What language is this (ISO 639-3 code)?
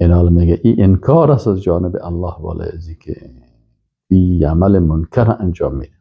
fas